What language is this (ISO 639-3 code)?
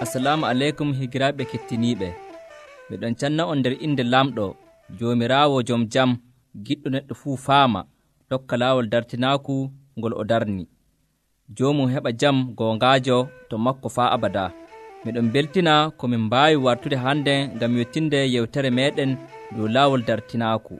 fuv